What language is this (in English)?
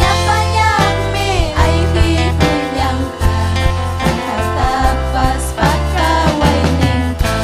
Ayacucho Quechua